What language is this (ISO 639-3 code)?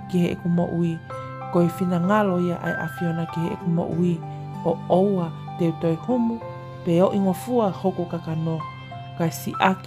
ton